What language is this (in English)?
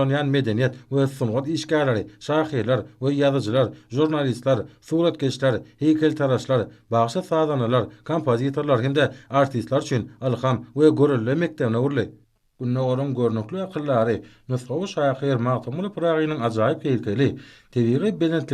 Turkmen